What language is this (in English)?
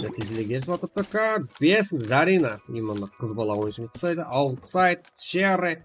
Kara-Kalpak